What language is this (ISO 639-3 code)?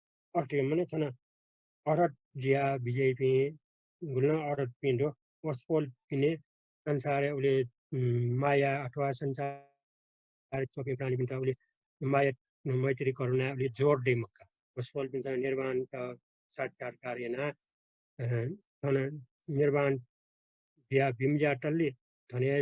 new